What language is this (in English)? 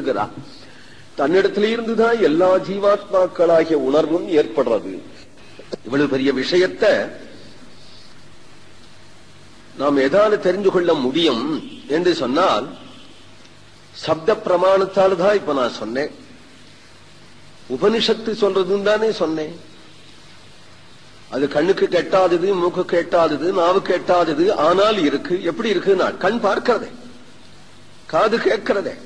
Tamil